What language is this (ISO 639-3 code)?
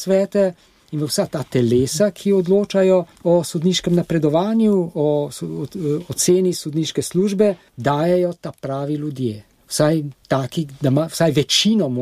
slv